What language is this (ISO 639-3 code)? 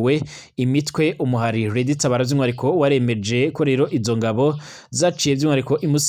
run